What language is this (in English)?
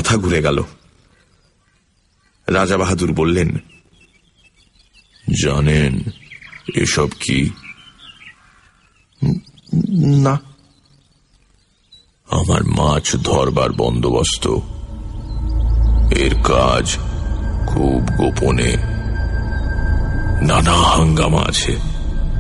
Bangla